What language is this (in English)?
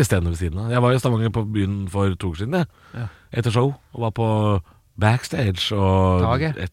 Norwegian